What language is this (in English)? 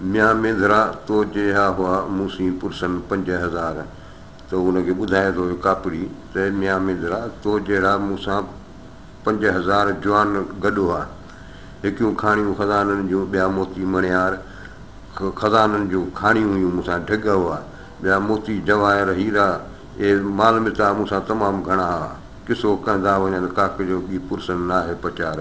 Sindhi